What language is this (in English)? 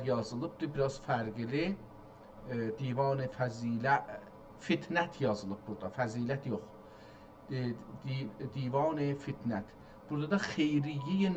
South Azerbaijani